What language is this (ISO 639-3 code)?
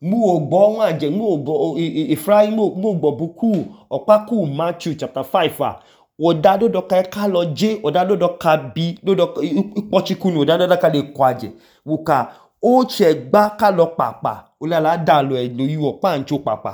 idu